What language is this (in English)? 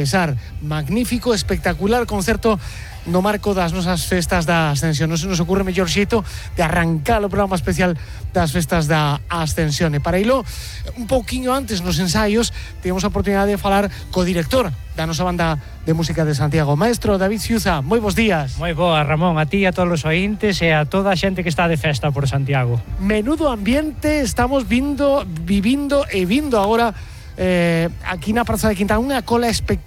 Galician